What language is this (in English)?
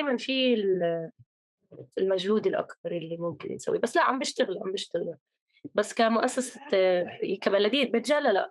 North Levantine Arabic